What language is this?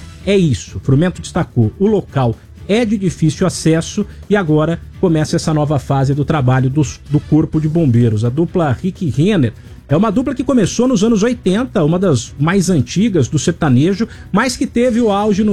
Portuguese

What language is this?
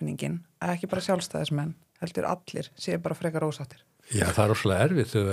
Icelandic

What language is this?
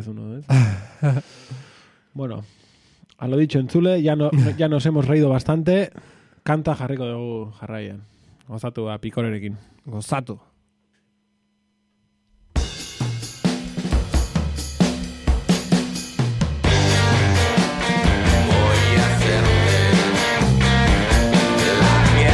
Basque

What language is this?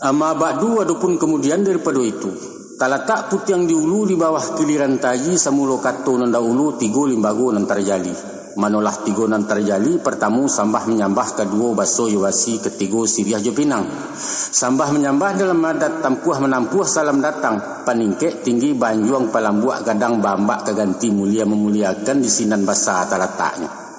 Minangkabau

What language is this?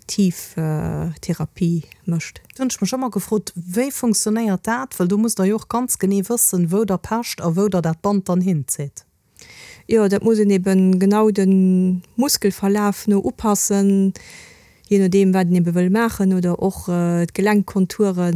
Luxembourgish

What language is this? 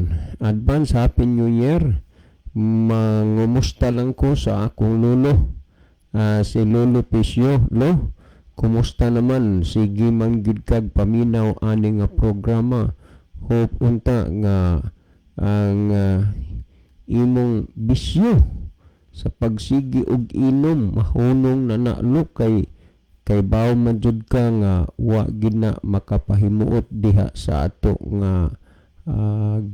Cebuano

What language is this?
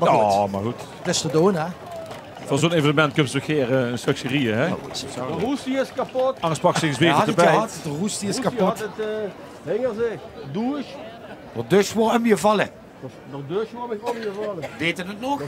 Limburgish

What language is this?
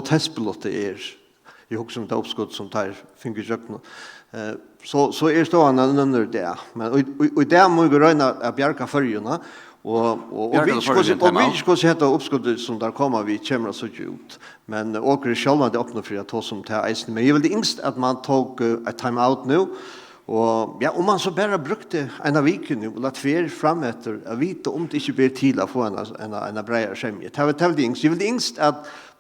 Faroese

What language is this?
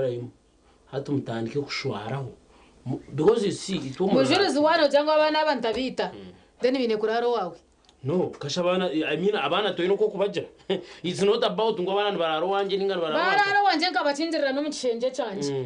Nyankole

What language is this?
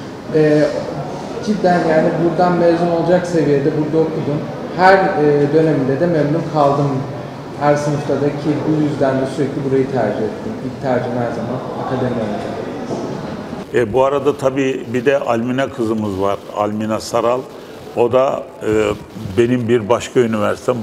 Turkish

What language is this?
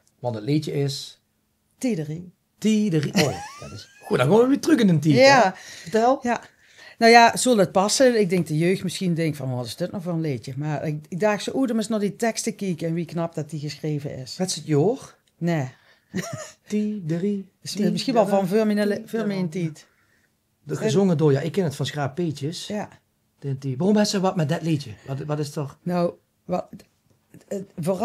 Limburgish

